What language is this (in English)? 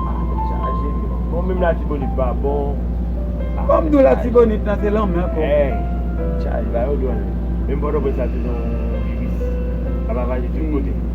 Haitian Creole